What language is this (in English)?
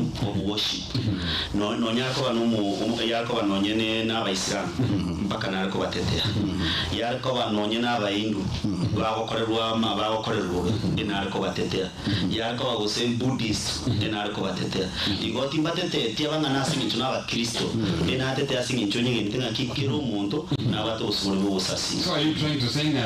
Gusii